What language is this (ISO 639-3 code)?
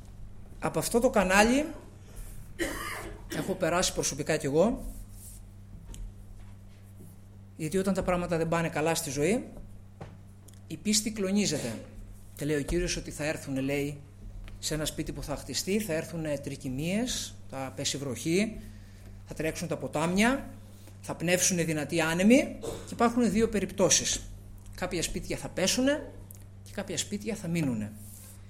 ell